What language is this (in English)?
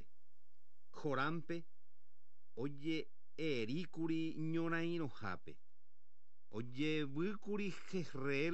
Guarani